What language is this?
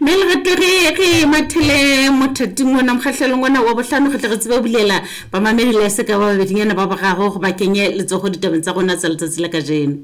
Southern Sotho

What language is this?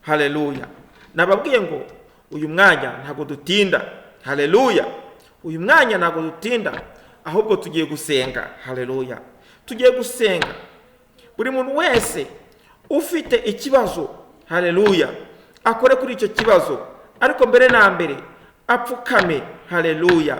Kinyarwanda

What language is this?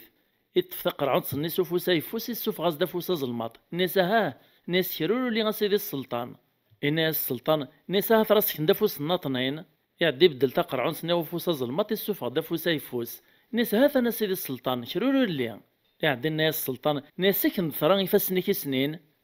Kabyle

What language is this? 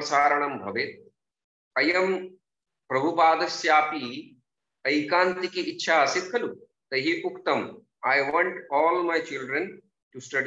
Sanskrit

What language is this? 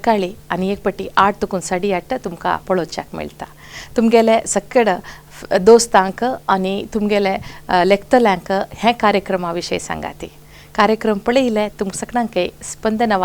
Konkani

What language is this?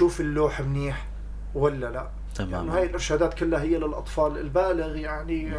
North Levantine Arabic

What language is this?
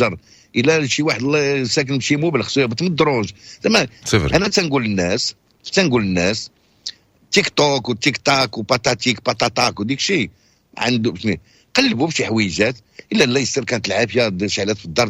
Moroccan Arabic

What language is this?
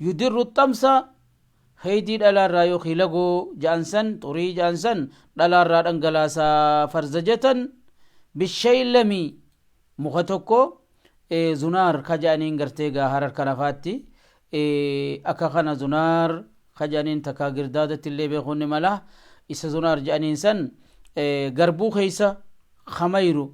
Oromo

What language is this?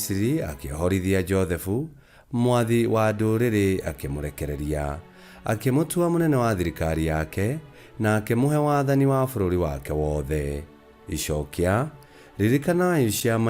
Kikuyu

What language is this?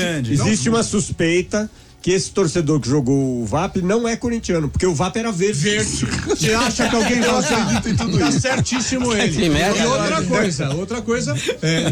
Portuguese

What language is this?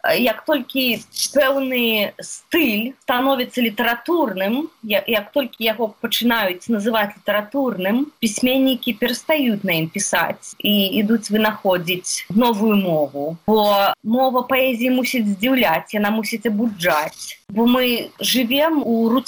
Belarusian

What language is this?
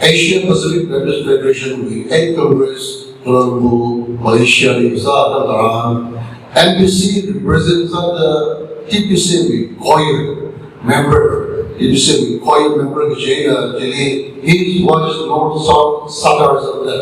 Tangkhul Naga (India)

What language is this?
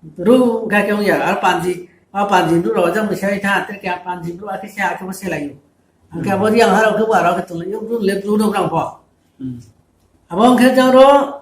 Riang (India)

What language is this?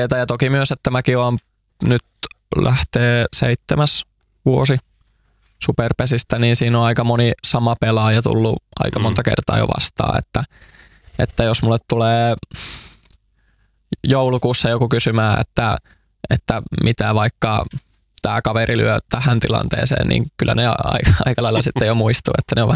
Finnish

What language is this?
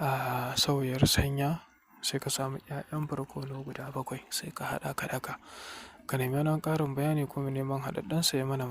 Hausa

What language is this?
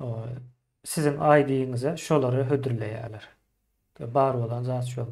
Turkmen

